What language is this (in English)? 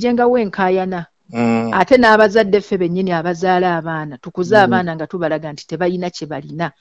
Ganda